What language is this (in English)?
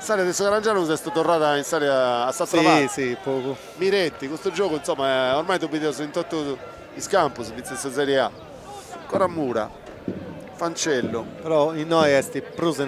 Sardinian